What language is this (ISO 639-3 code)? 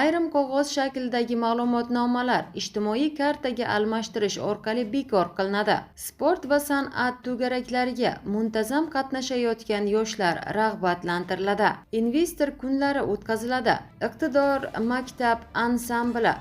uzb